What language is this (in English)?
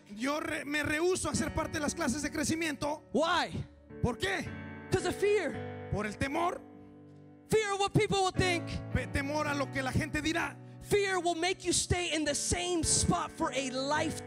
Spanish